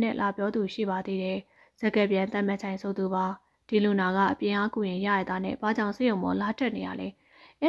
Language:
Burmese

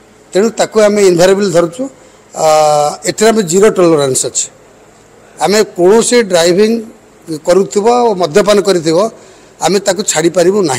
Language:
Odia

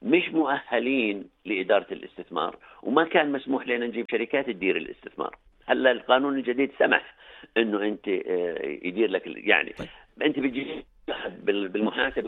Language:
North Levantine Arabic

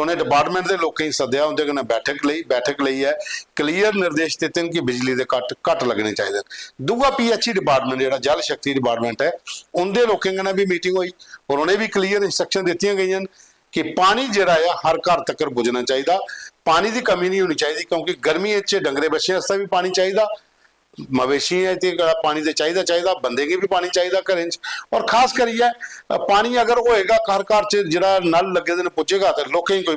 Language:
Dogri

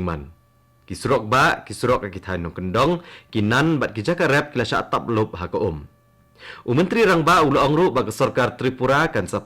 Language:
Khasi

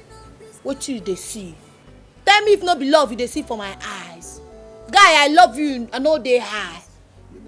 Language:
Nigerian Pidgin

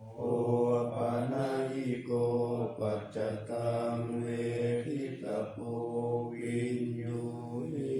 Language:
Pali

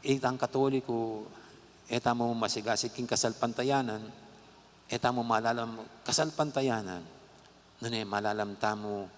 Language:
Pampanga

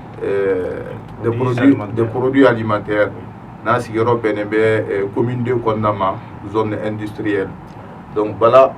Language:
Bambara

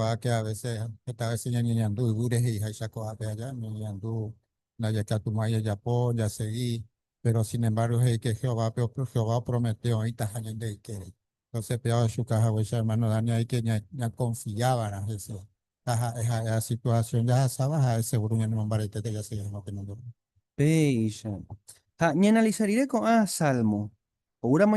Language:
Guarani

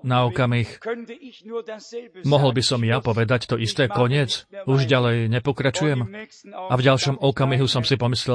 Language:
Slovak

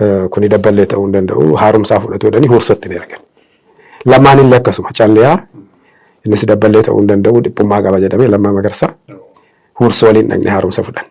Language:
Oromo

